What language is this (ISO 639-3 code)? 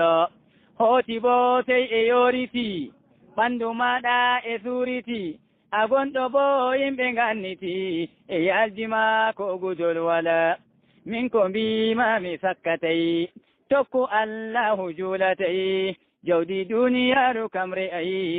ful